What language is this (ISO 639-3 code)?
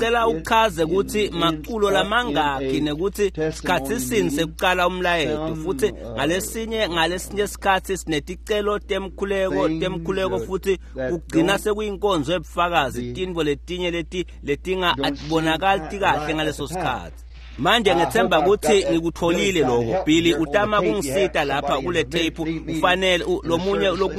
ssw